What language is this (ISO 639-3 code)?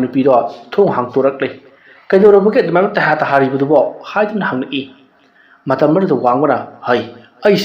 mni